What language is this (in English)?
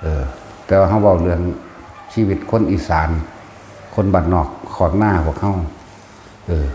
Northeastern Thai